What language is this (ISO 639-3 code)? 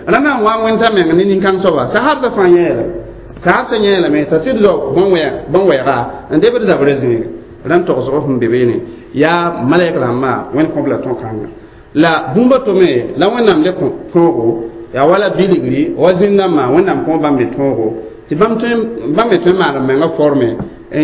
mos